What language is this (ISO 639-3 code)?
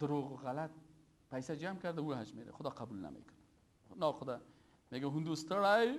fas